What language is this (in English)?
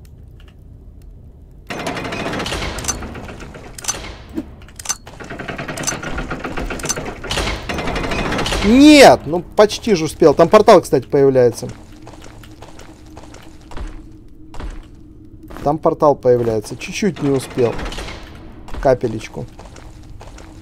Russian